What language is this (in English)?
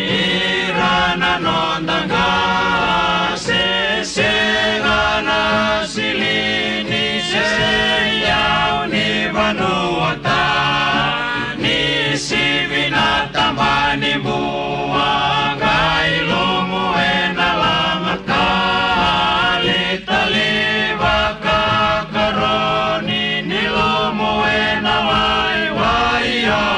Fijian